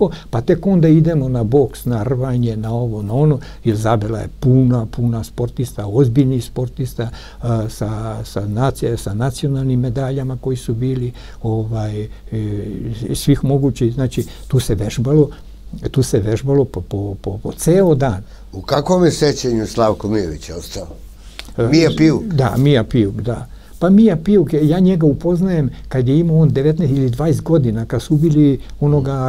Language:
Serbian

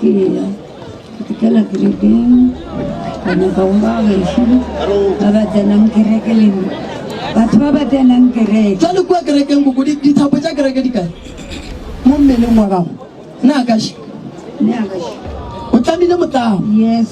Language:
Northern Sotho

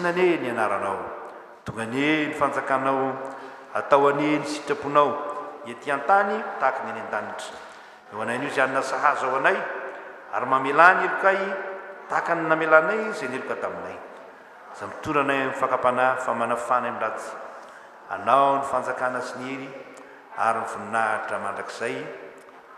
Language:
Malagasy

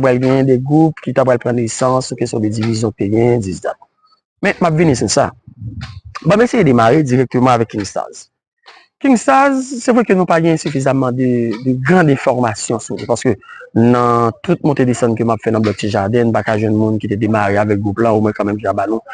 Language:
Haitian Creole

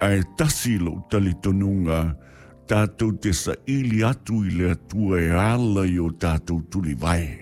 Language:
Samoan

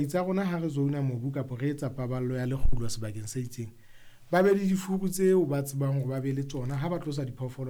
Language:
Southern Sotho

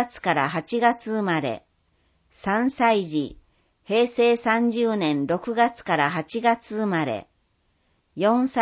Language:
Japanese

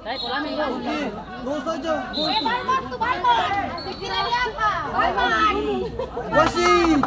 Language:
Ambonese Malay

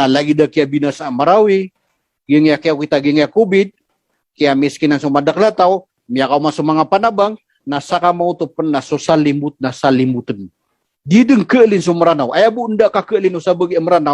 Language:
Maranao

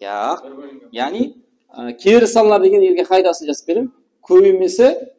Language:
Kara-Kalpak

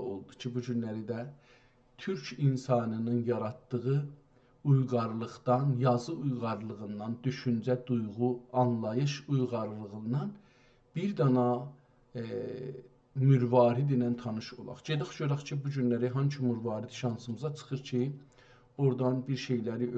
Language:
South Azerbaijani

